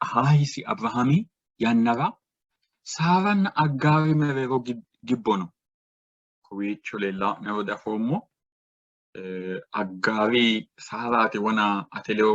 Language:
Sidamo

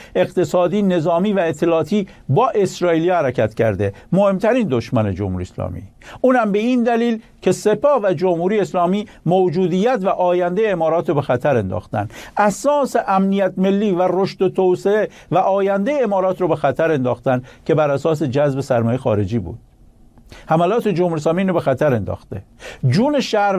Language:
Persian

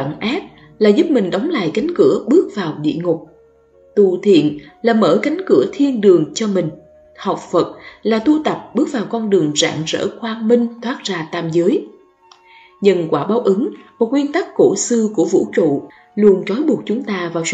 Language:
Vietnamese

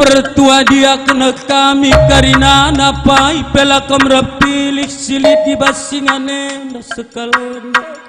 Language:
Batak Karo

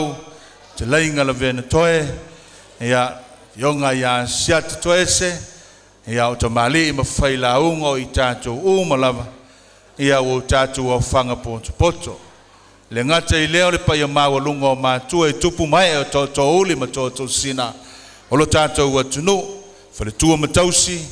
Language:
Samoan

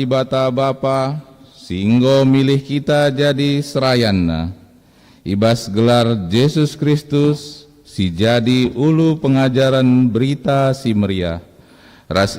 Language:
Batak Karo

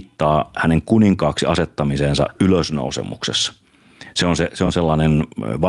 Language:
Finnish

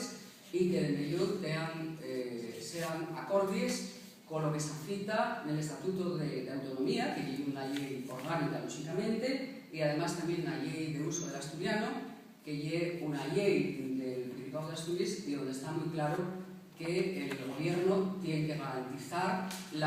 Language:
Asturian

